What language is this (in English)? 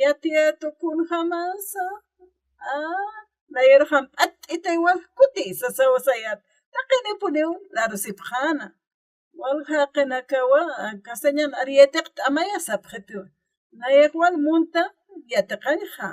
Aymara